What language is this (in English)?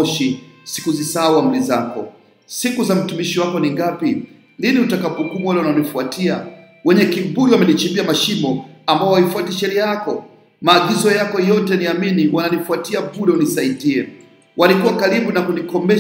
Swahili